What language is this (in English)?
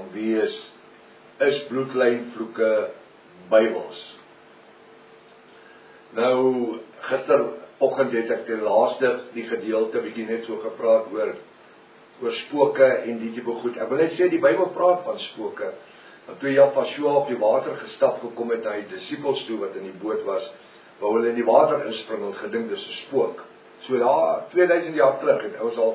Afrikaans